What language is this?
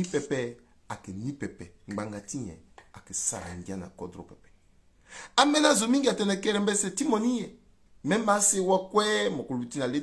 Sango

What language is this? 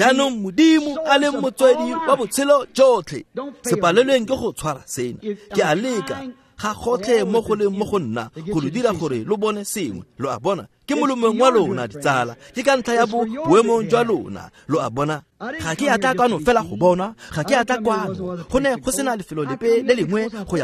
Tswana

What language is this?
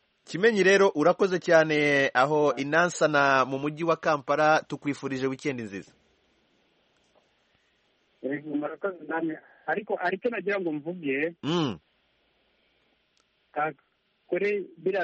Kinyarwanda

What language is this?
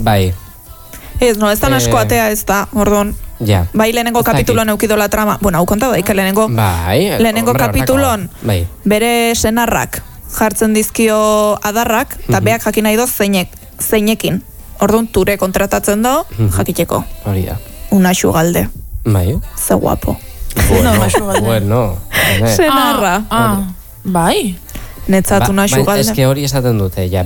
Basque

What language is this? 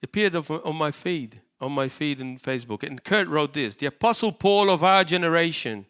English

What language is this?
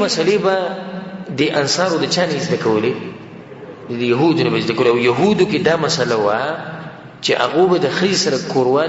Pashto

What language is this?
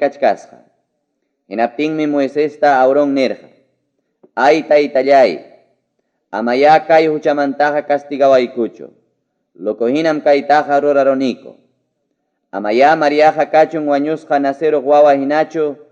Ayacucho Quechua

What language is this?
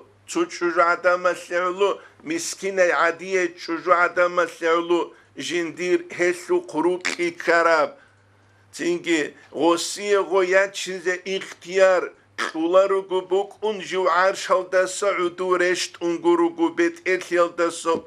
Avaric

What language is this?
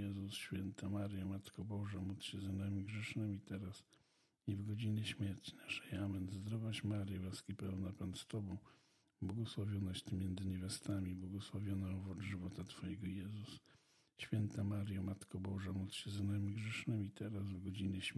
Polish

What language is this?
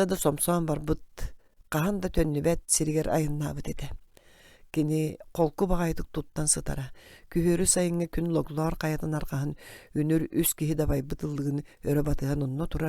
Yakut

